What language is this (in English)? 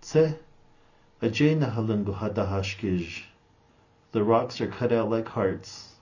Navajo